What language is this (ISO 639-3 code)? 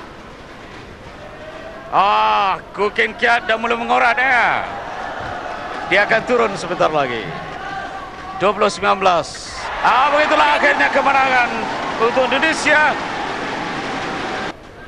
msa